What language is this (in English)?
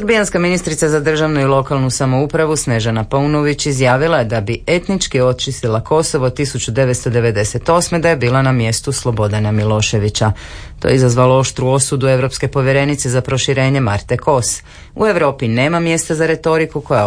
Croatian